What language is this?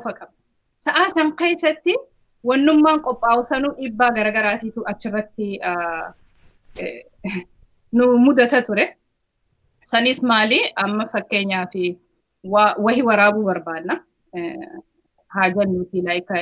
Oromo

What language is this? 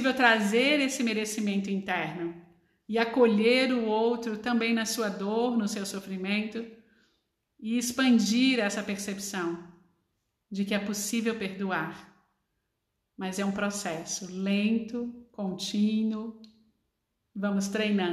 Portuguese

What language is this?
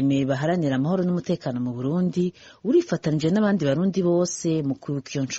Rundi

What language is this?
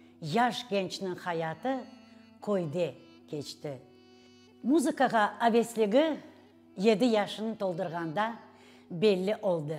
Crimean Tatar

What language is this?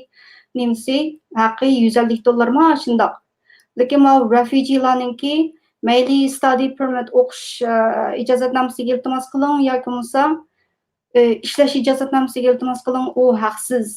Uyghur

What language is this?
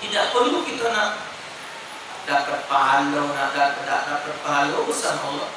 Musi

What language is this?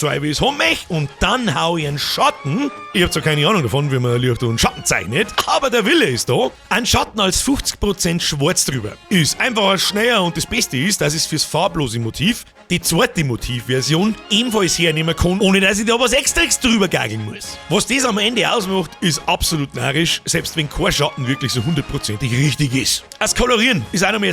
Bavarian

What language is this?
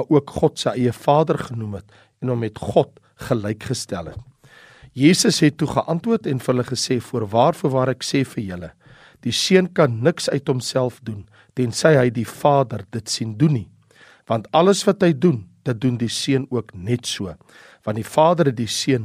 Afrikaans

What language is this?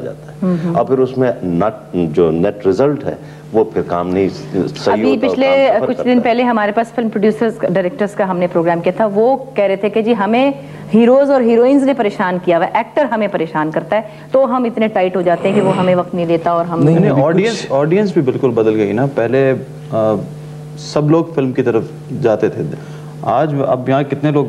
Urdu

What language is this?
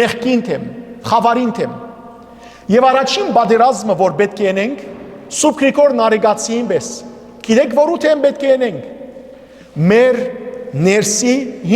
Western Armenian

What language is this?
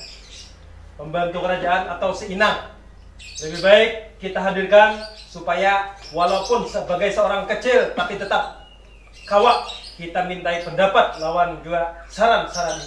Banjar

